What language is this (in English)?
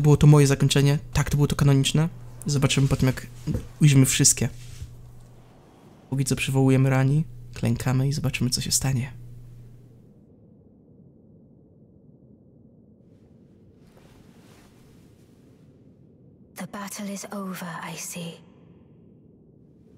Polish